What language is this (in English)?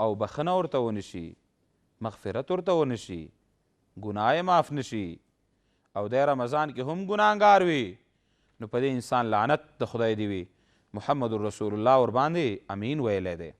Pashto